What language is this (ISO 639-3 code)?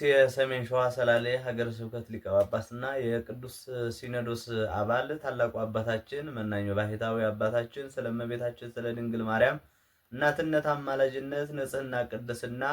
amh